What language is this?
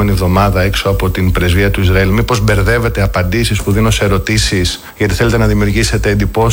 Greek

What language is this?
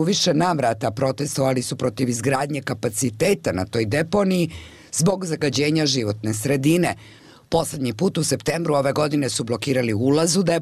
Bosnian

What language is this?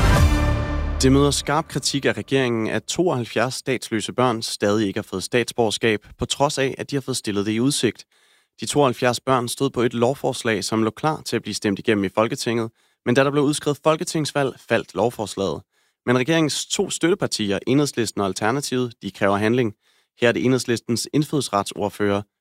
Danish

